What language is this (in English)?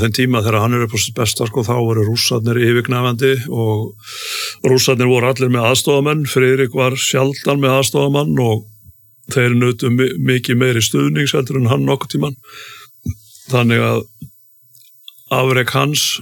Icelandic